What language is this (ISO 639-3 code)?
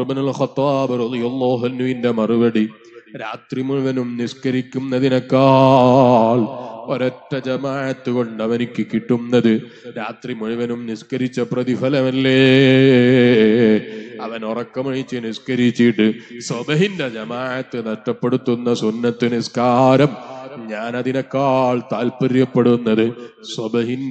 mal